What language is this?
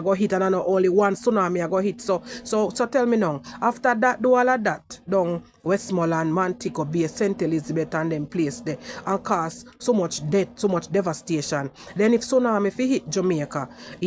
Jamaican Creole English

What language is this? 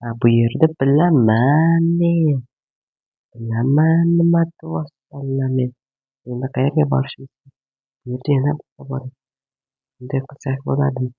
Uzbek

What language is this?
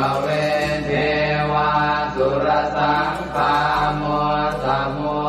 Pali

